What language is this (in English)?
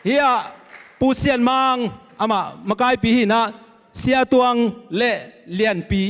Tedim Chin